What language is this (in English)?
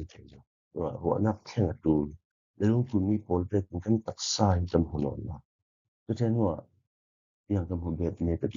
Falam Chin